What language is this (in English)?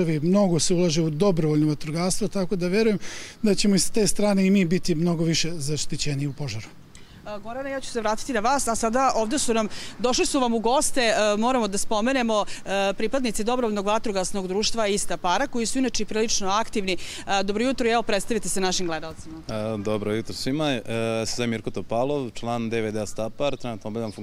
Serbian